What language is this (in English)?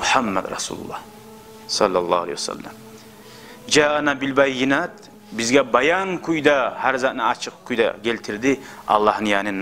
Kumyk